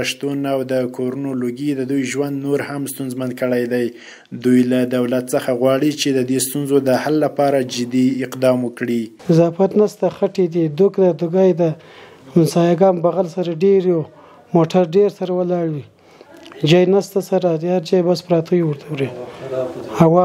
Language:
Pashto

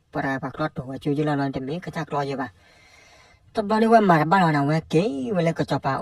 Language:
S'gaw Karen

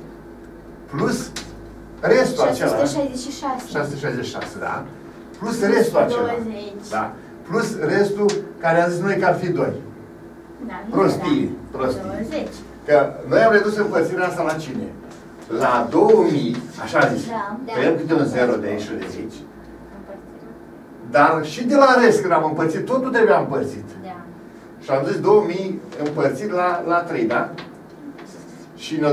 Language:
Romanian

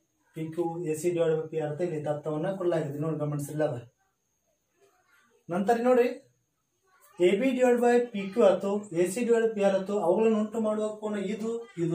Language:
Kannada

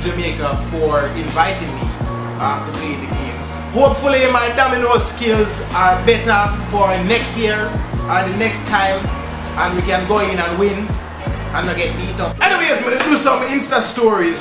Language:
Jamaican Creole English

